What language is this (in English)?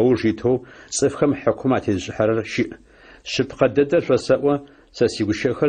Adyghe